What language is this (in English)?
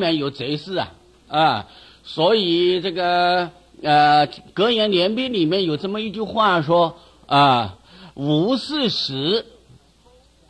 Chinese